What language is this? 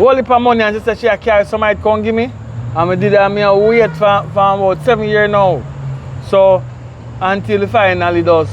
Jamaican Creole English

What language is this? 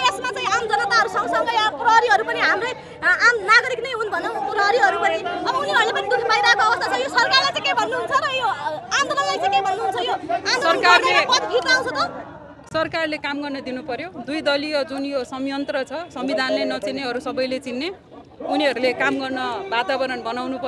Nepali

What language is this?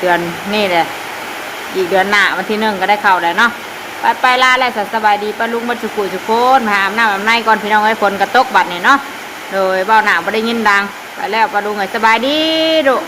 Northeastern Thai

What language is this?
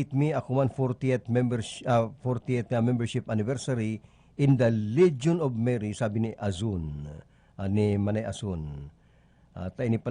Bikol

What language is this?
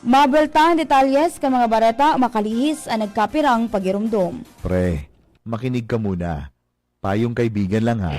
Bikol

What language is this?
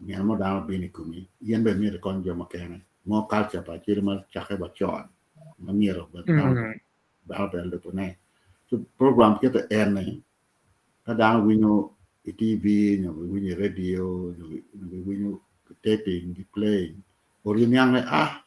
Acoli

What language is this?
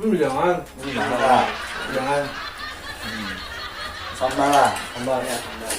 Banjar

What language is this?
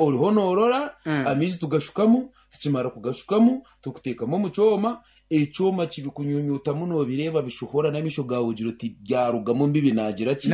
Nyankole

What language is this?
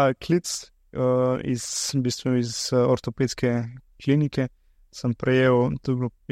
Slovenian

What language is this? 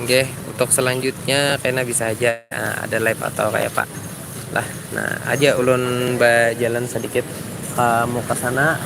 Banjar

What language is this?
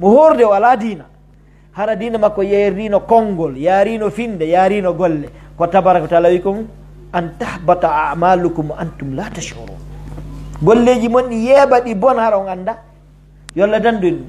Pular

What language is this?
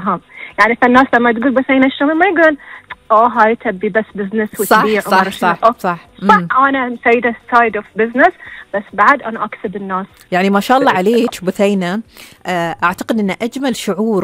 Gulf Arabic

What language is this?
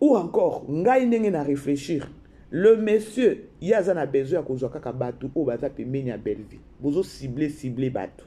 Lingala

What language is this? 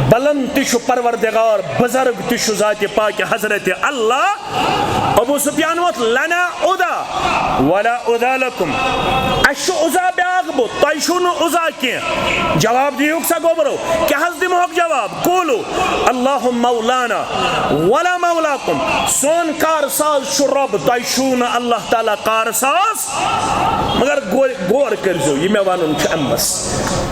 Kashmiri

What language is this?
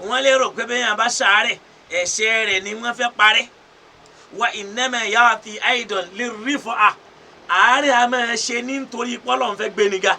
Yoruba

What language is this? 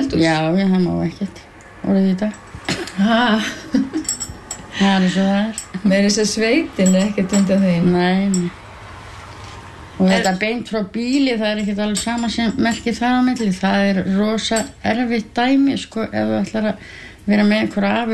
Icelandic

